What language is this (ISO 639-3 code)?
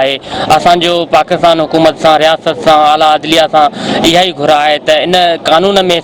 snd